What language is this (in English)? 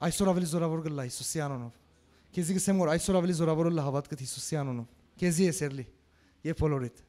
Western Armenian